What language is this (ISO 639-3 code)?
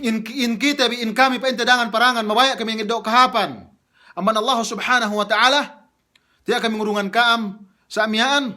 yka